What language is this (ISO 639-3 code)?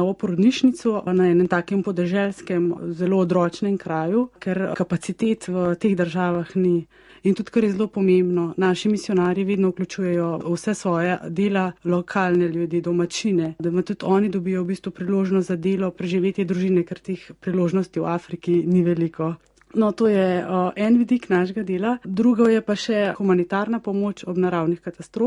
slv